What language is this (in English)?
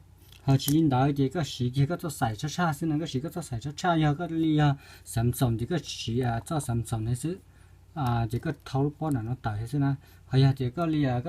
Hmong